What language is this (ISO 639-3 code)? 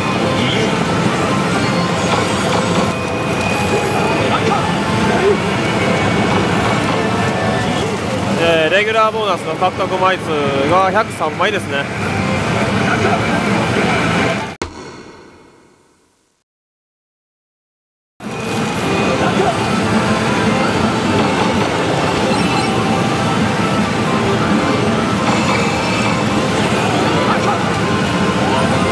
jpn